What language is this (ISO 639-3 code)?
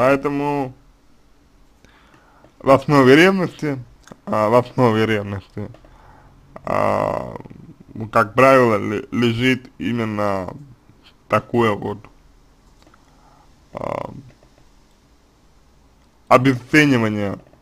rus